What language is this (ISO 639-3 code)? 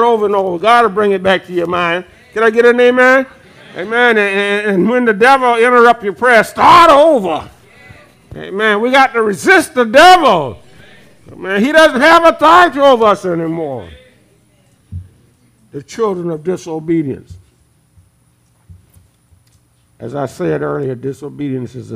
eng